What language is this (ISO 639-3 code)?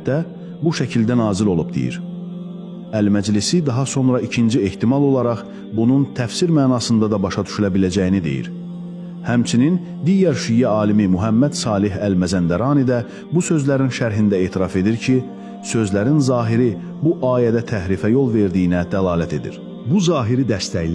aze